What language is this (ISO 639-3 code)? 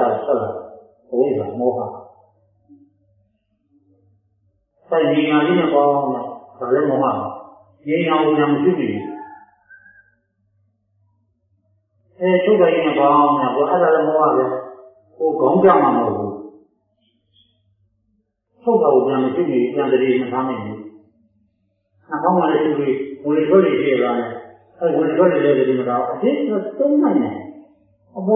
mya